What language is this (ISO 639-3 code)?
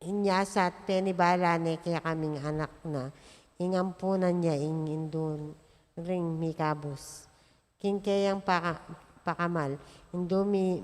pam